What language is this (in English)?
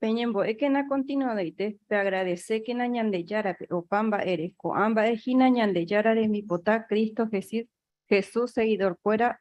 Guarani